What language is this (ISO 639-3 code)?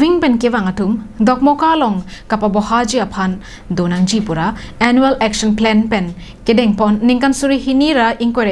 mjw